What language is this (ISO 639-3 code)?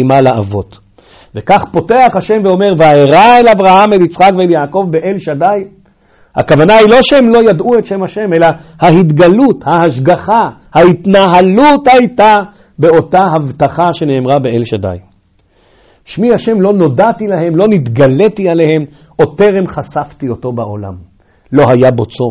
heb